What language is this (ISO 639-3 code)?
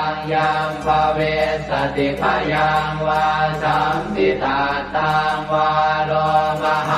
pli